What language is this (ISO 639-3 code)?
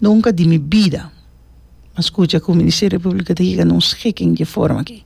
pap